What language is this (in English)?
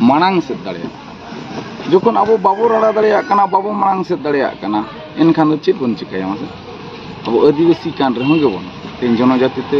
Santali